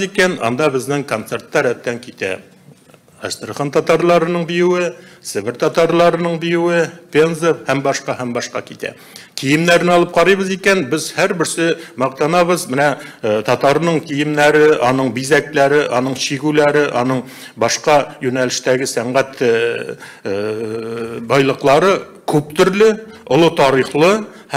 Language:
Tatar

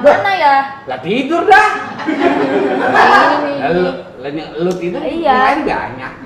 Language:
Betawi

